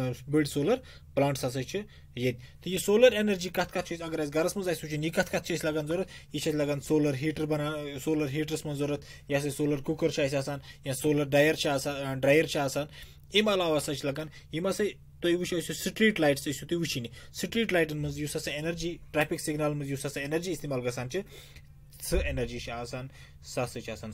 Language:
Kashmiri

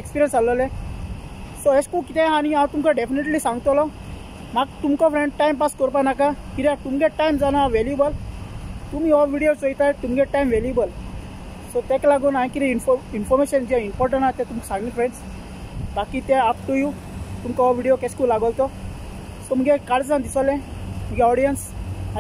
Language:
Konkani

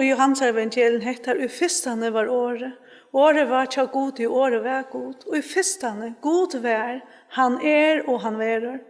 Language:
Faroese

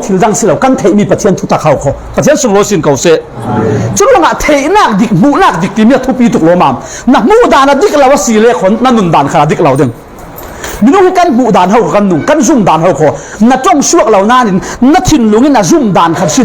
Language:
Falam Chin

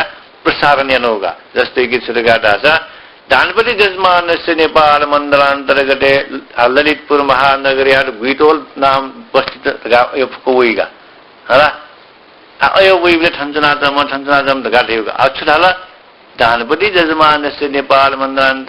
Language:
Newari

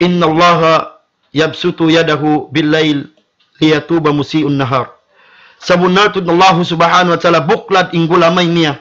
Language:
Tausug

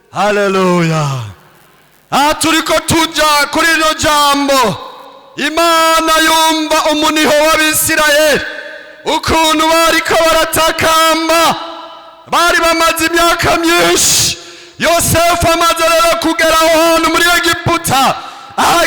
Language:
Rundi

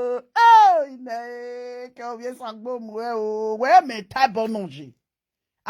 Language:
Nigerian Pidgin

